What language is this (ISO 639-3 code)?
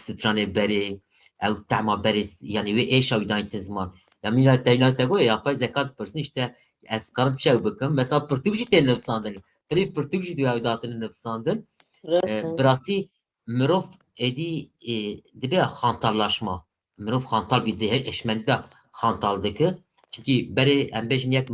kur